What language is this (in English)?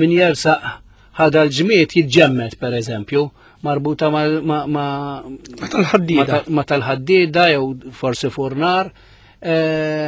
Maltese